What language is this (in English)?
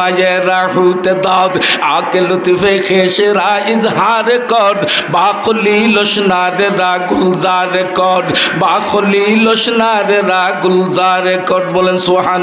Sylheti